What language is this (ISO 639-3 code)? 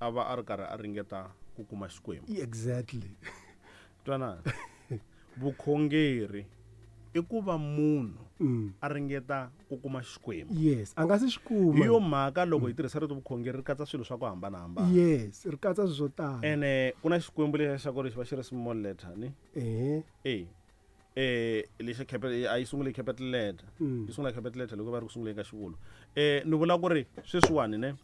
tso